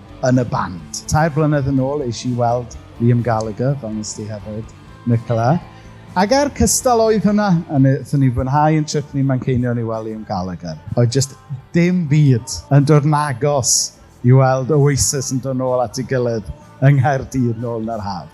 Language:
Welsh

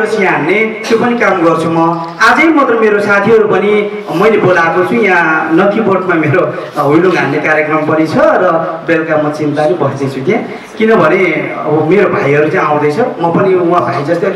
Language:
Nepali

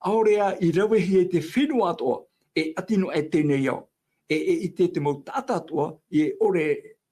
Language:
Tahitian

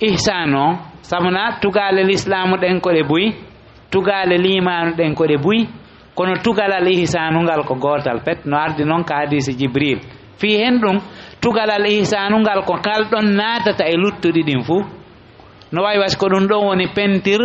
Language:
Fula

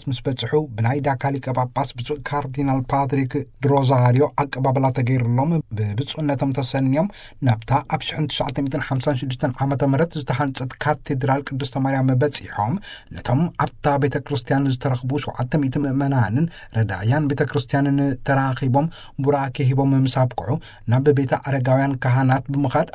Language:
Tigrinya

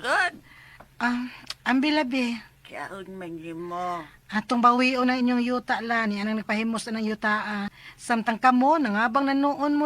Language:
Cebuano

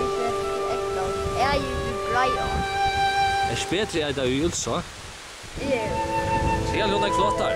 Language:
Faroese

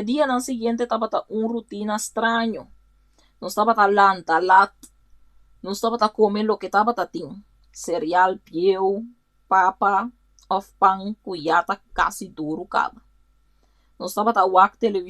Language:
Papiamento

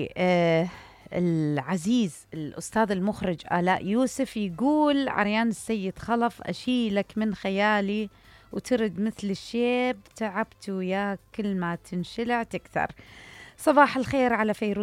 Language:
Mesopotamian Arabic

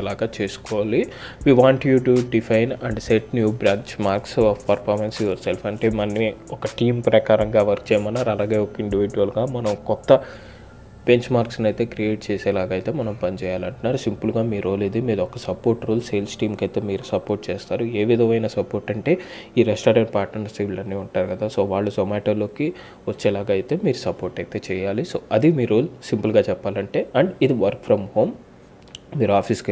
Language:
Telugu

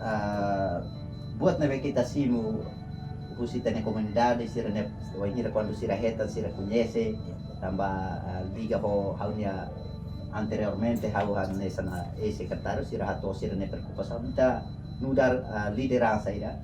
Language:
Tetum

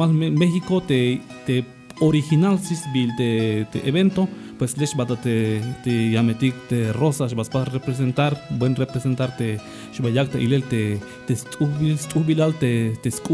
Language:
Tzeltal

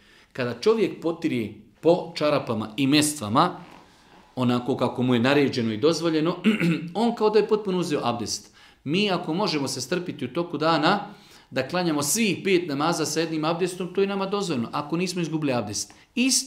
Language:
Bosnian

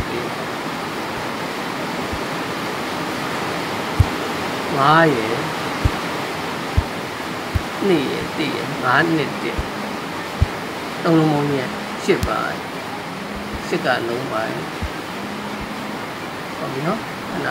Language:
Burmese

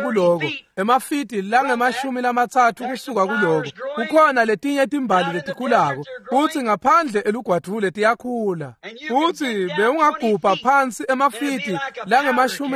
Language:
Swati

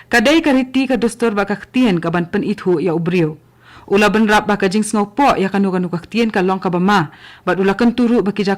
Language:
Khasi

